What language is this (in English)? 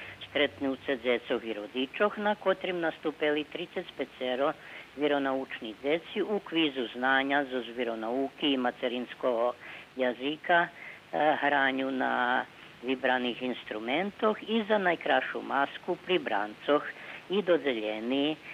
Rusyn